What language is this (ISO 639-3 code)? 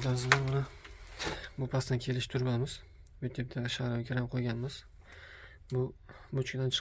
uzb